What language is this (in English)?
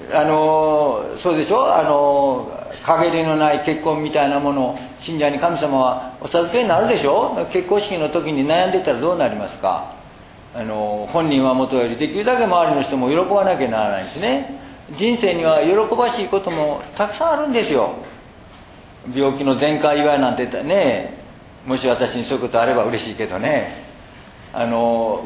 Japanese